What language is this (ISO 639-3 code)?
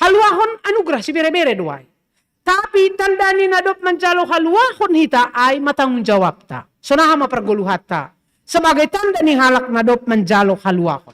bts